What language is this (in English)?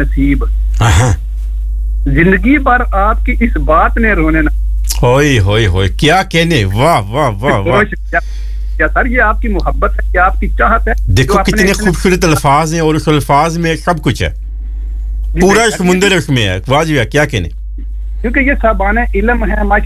Urdu